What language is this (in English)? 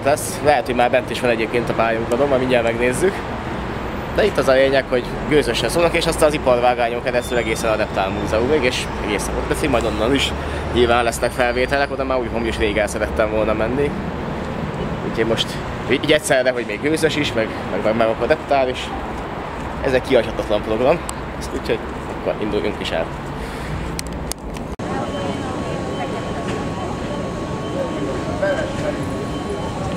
Hungarian